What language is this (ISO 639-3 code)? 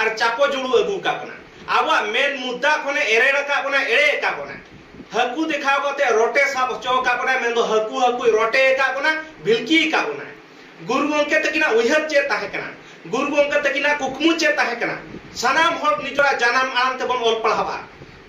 sat